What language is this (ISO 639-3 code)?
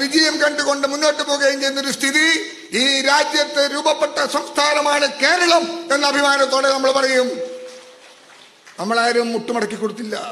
mal